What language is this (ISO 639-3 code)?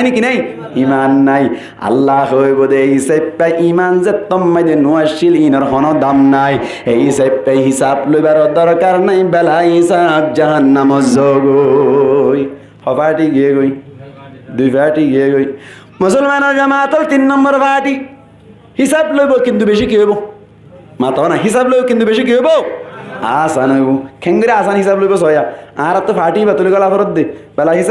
rhg